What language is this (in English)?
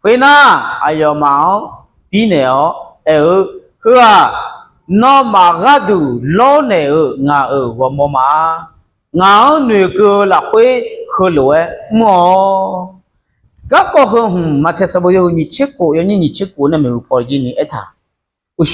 Akha